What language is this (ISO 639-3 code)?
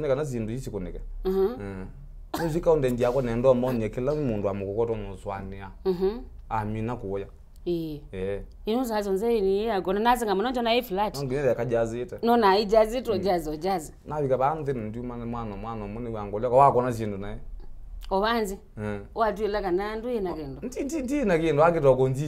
kam